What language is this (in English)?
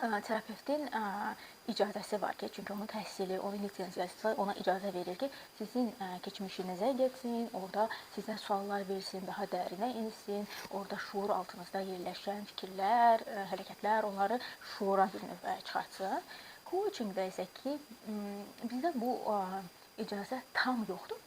Azerbaijani